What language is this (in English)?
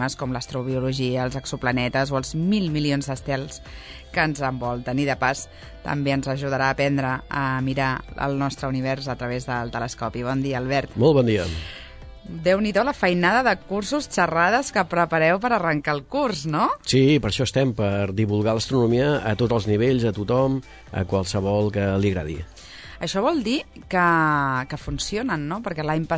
Catalan